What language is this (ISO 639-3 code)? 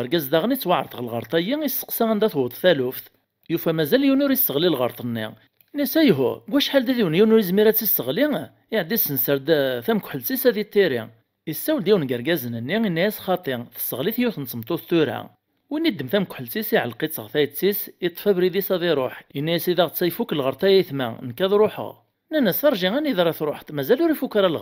kab